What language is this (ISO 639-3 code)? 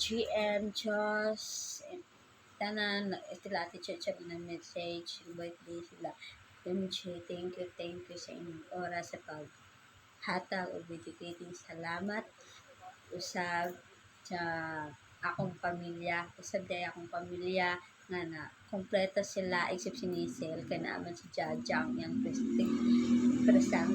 ceb